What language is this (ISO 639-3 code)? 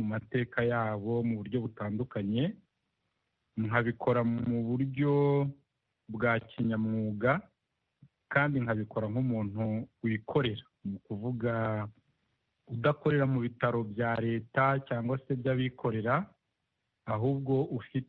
kin